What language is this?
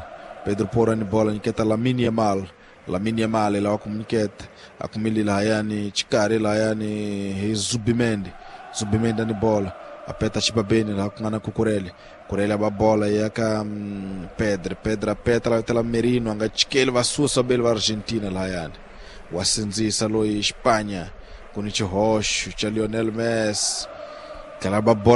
Tsonga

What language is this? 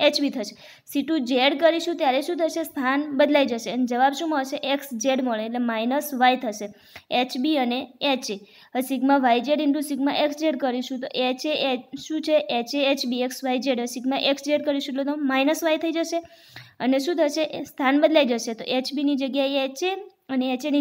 Gujarati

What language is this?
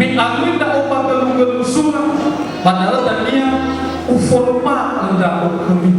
Nias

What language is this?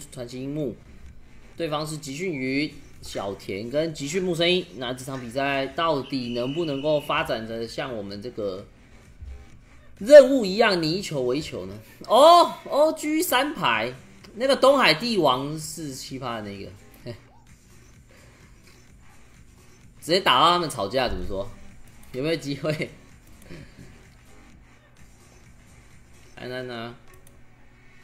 Chinese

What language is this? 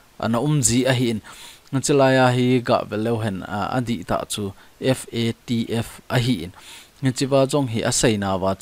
Thado Chin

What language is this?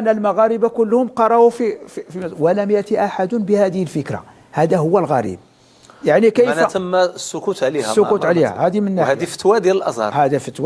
Moroccan Arabic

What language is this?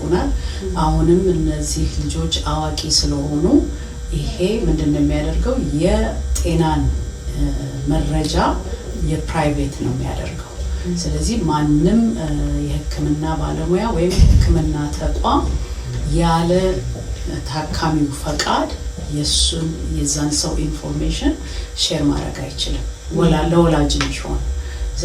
Amharic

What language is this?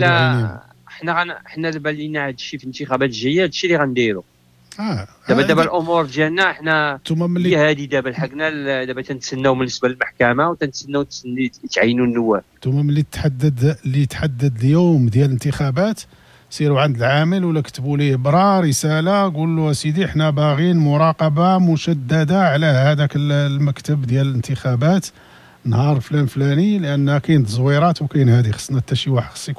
Moroccan Arabic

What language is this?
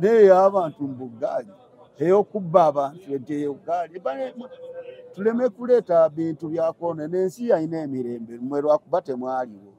Ganda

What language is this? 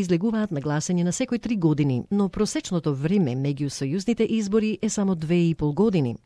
Macedonian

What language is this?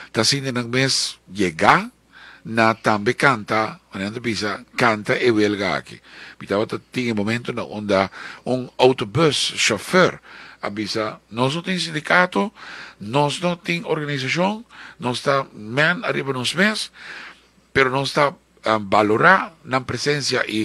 Papiamento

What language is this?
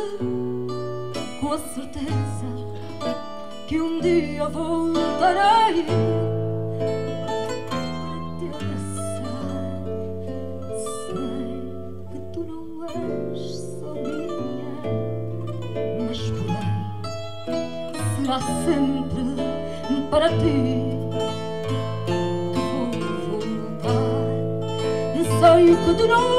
Portuguese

